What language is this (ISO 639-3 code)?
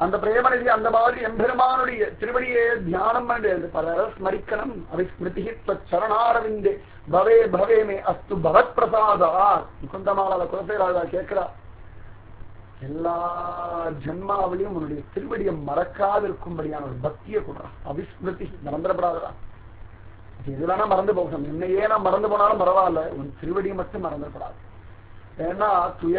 tam